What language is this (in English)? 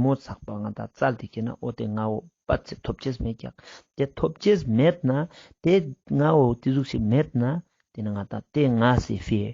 Ladakhi